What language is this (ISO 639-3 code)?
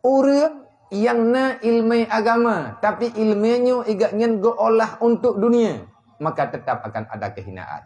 ace